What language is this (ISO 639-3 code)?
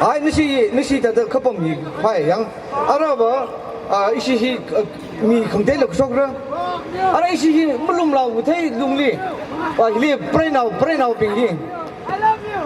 nmf